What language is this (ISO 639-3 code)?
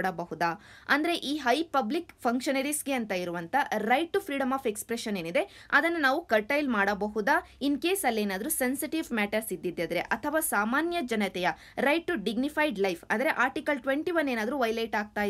kan